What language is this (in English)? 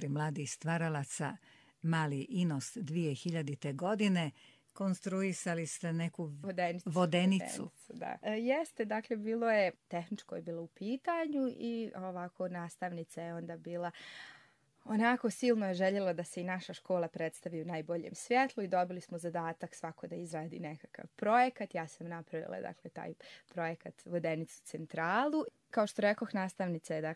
Serbian